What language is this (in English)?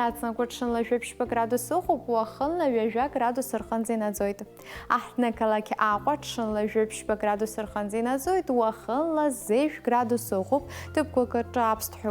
Abkhazian